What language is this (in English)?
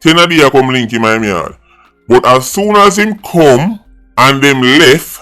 Jamaican Creole English